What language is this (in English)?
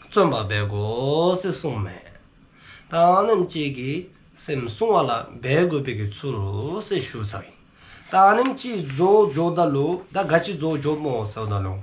Dzongkha